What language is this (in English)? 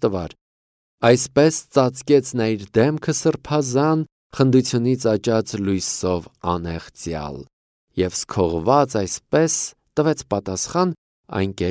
Armenian